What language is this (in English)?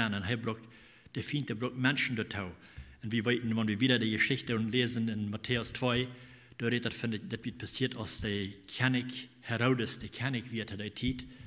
Plautdietsch